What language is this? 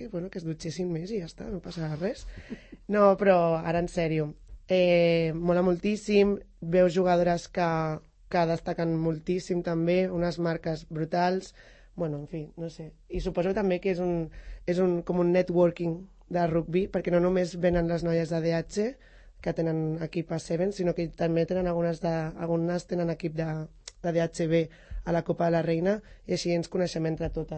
Catalan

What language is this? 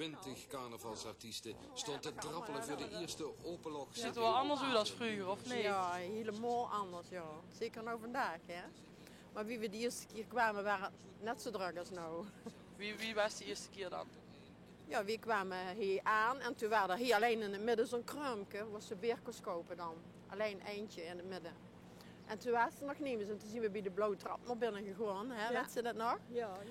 Limburgish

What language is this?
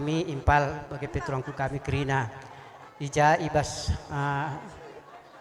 Batak Karo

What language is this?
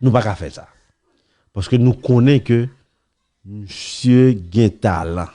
Haitian Creole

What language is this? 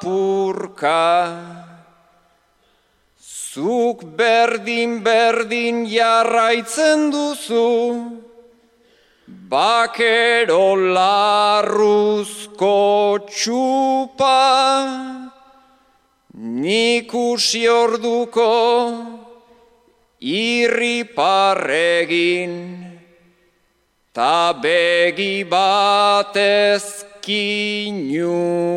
Basque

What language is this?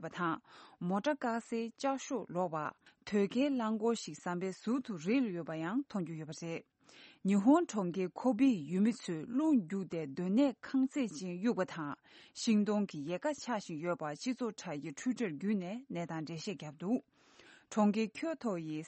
Tibetan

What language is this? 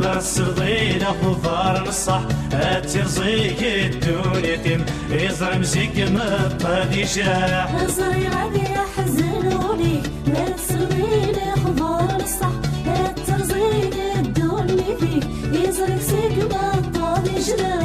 Kabyle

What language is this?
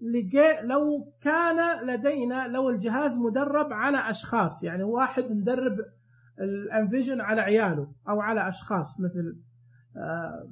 Najdi Arabic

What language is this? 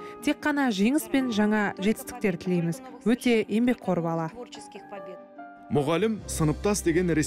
Kazakh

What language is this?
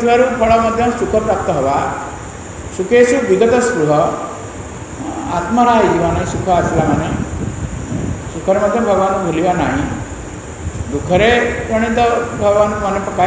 Odia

